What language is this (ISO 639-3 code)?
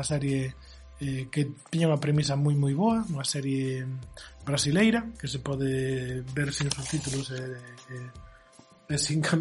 glg